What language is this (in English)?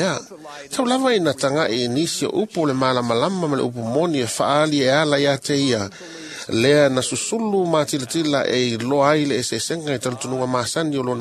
Samoan